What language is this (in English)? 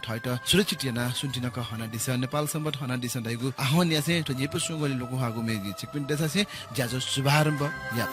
Newari